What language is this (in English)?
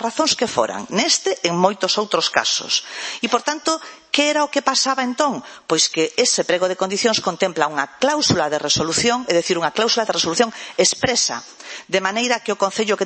Galician